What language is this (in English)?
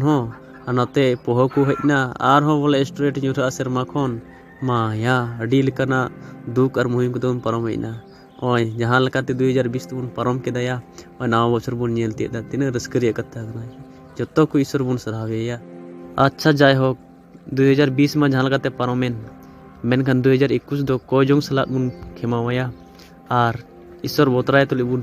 Santali